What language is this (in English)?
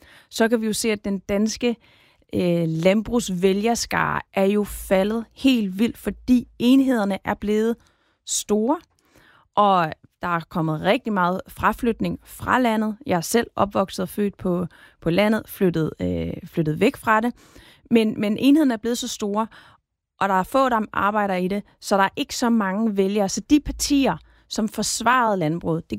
Danish